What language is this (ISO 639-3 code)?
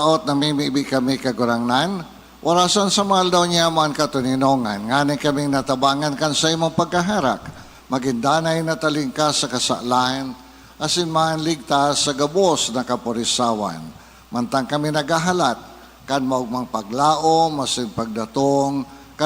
bik